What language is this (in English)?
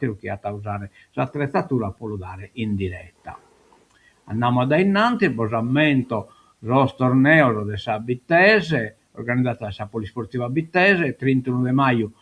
Sardinian